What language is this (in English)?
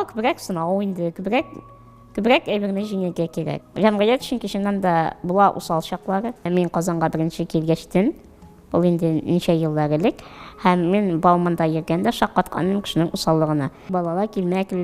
Tatar